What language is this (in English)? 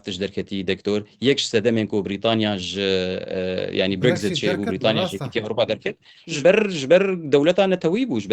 Kurdish